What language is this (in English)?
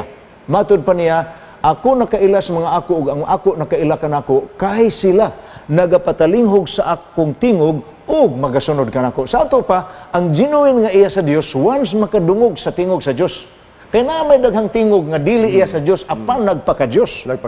Cebuano